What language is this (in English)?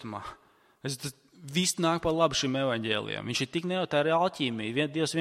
Latvian